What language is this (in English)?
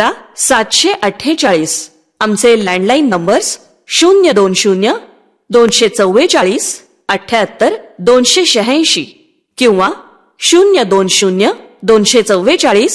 Marathi